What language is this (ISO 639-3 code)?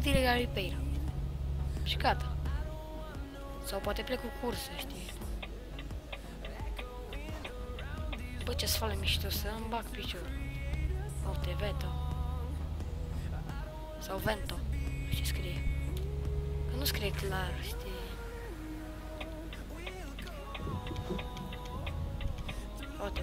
ron